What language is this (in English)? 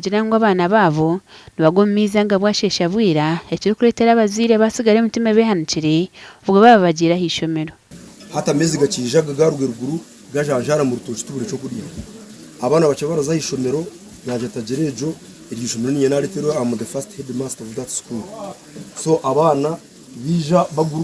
Nyankole